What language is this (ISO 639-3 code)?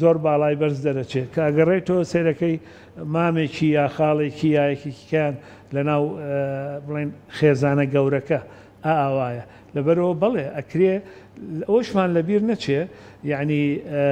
ckb